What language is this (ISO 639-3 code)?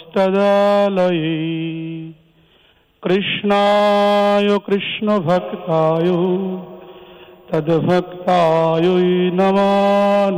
ben